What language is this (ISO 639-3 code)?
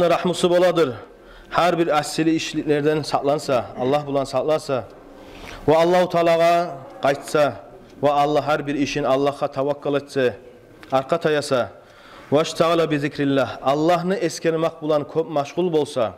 kum